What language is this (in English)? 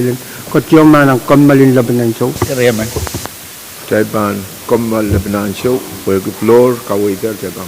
Pohnpeian